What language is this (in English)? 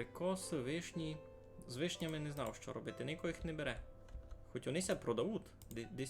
Rusyn